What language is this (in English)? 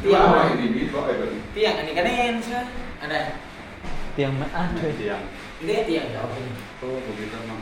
Northeastern Thai